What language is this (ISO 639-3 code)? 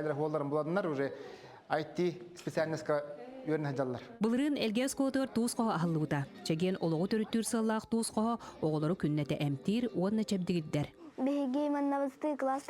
sah